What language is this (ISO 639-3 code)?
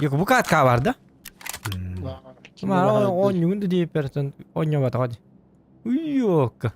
sah